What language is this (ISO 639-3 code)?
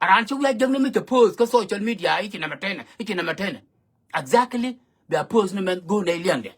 nus